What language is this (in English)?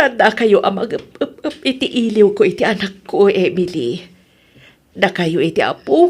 Iloko